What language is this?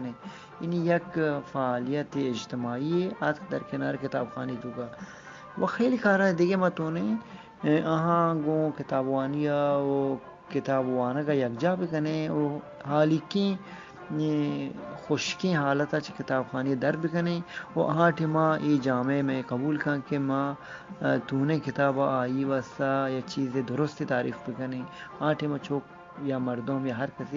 Eastern Balochi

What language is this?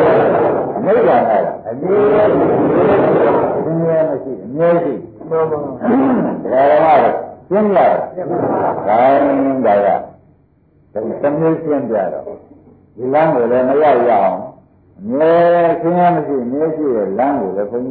Burmese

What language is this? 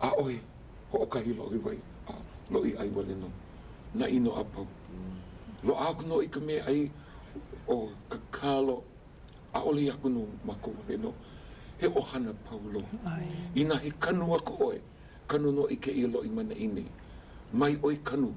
Hawaiian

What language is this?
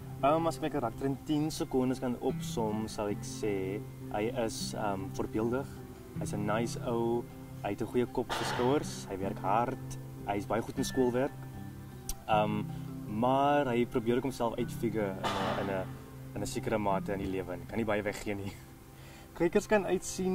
Afrikaans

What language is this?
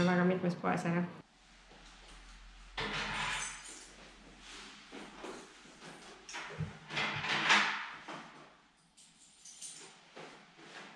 Estonian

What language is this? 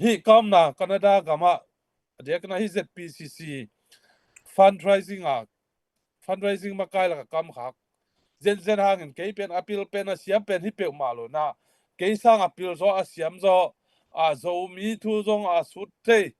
Tedim Chin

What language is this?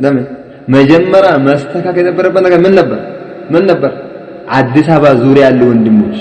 Amharic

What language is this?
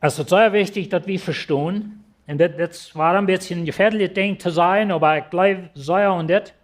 Plautdietsch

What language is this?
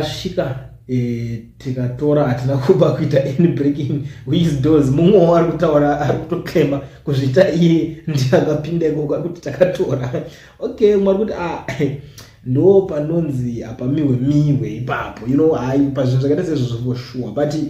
Shona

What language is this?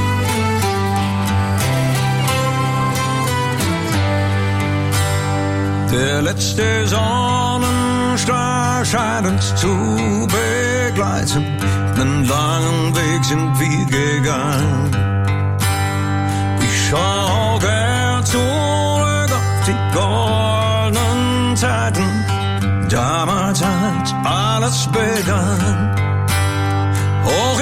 German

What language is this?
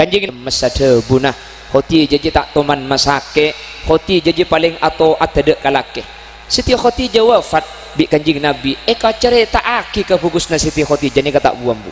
Madurese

